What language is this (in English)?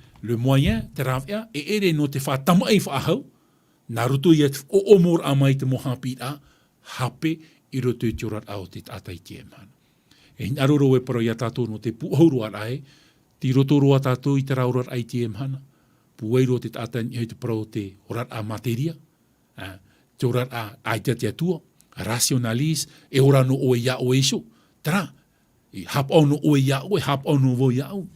Tahitian